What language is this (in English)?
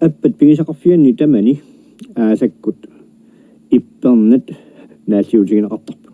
Kalaallisut